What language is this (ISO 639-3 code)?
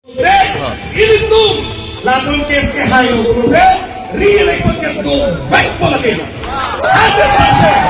mjw